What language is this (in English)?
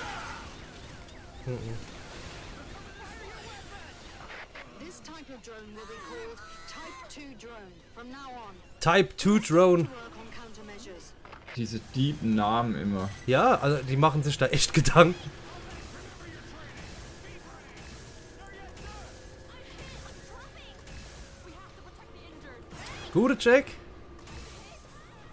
German